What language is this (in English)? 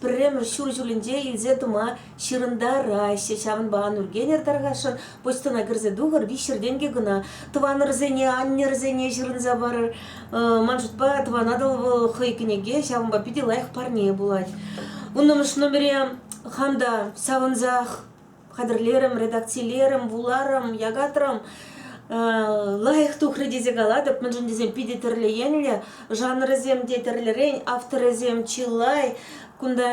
Chuvash